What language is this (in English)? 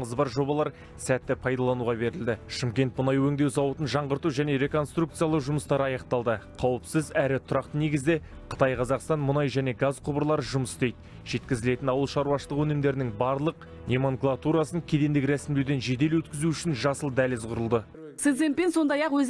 Kazakh